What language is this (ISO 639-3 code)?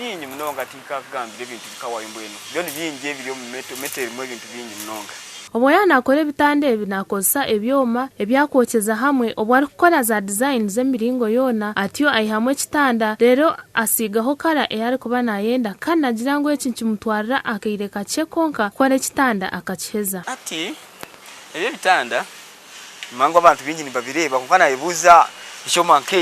nyn